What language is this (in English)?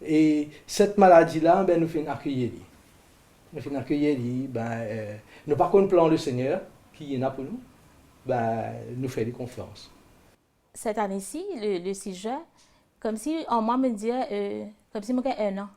Morisyen